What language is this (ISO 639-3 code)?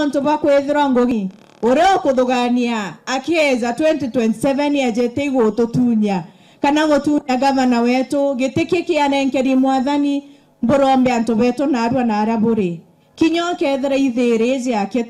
mer